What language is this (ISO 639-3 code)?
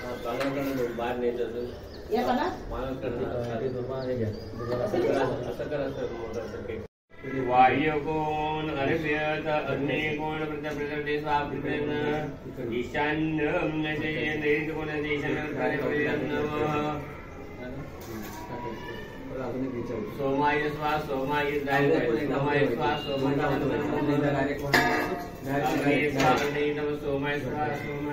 mar